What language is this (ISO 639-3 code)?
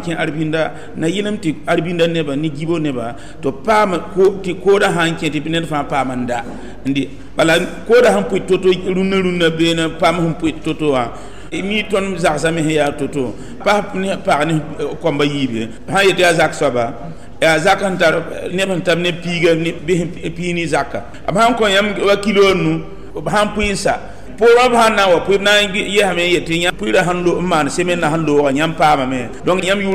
mos